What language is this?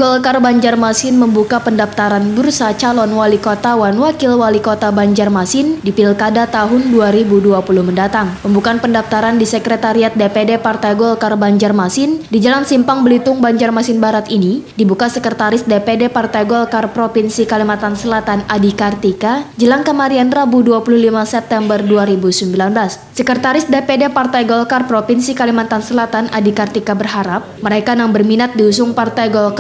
Banjar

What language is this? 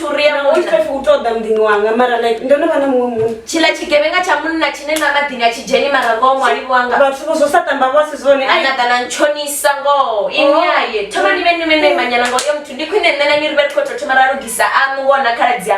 Venda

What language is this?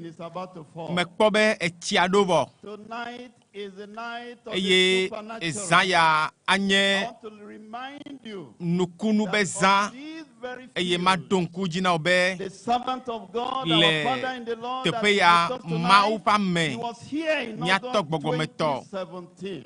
Ewe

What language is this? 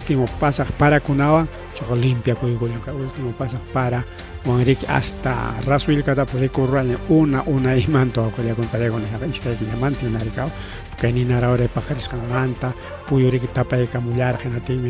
Ayacucho Quechua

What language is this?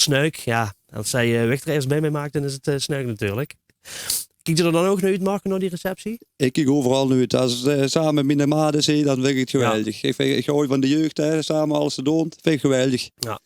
Limburgish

